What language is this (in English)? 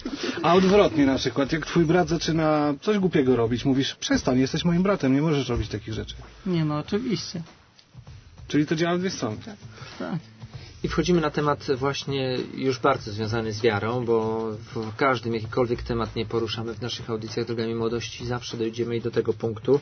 Polish